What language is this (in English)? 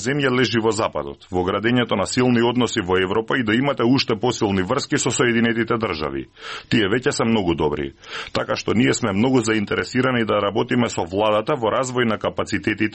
Macedonian